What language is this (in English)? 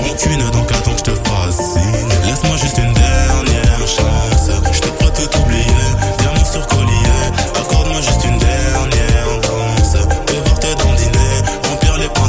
French